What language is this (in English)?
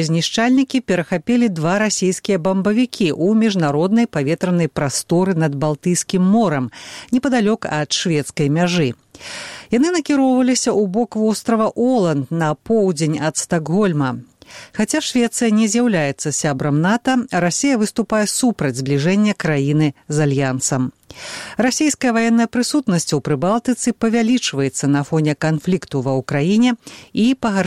Belarusian